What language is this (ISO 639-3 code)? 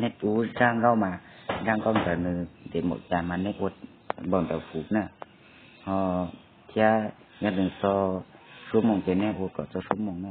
hmn